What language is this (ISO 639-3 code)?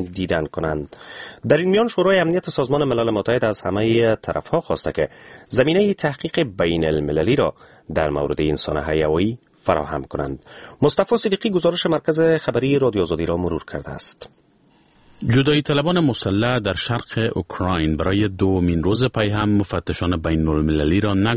fas